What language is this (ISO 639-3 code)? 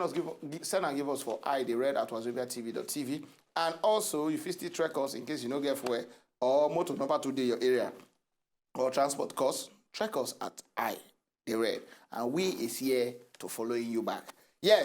pcm